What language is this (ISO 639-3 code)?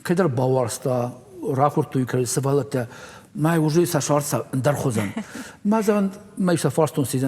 oss